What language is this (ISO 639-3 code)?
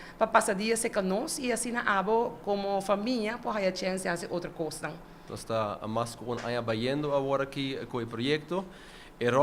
pap